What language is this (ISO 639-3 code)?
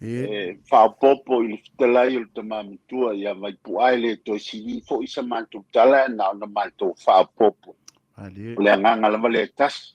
smo